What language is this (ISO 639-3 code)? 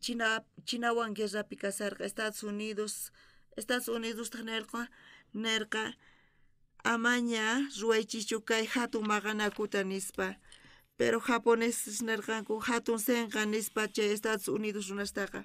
quh